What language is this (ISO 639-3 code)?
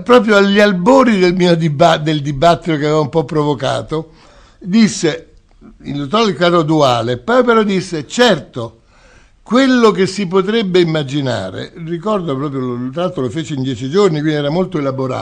ita